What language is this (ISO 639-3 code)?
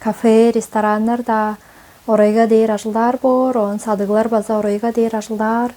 tyv